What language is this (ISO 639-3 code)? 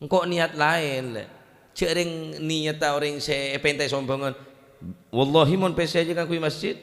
mad